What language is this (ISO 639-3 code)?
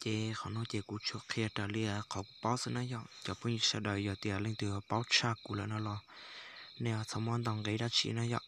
hmn